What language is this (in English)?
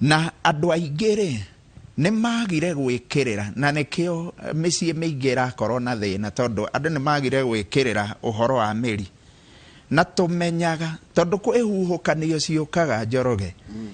Kikuyu